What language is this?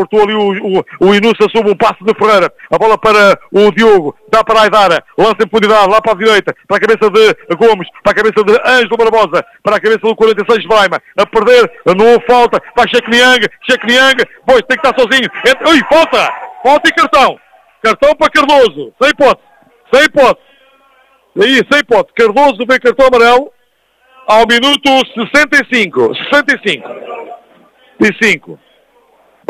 Portuguese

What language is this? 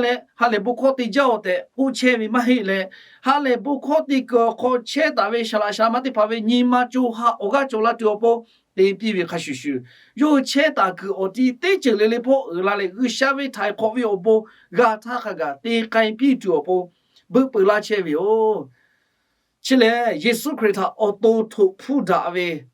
Lahu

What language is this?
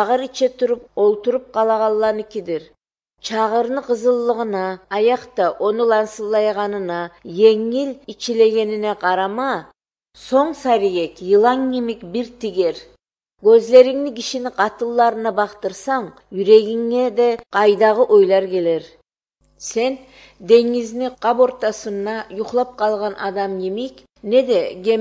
Kyrgyz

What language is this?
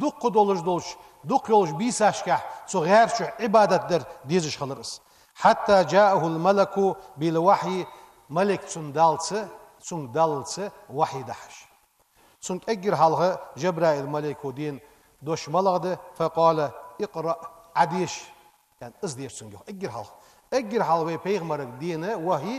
Ingush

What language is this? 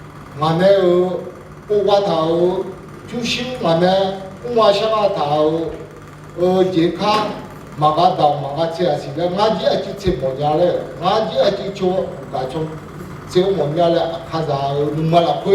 Akha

